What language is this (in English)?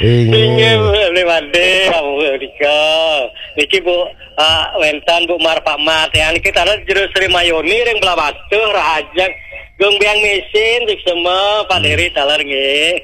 Balinese